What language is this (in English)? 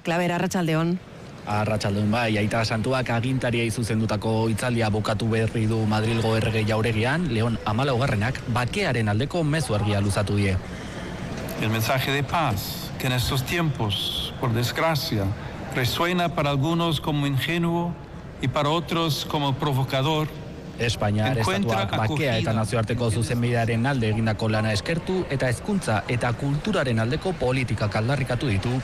Basque